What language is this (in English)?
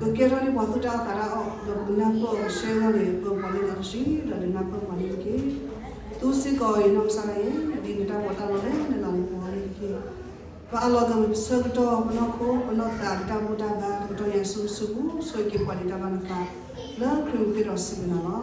S'gaw Karen